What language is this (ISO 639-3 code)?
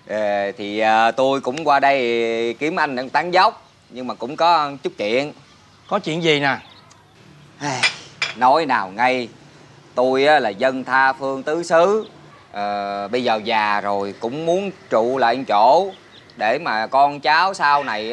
vie